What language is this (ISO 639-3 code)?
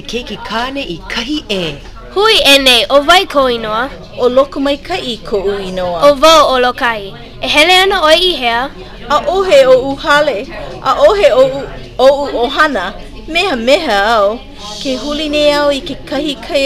haw